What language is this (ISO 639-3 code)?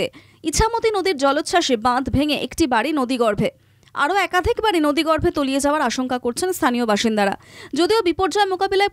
ben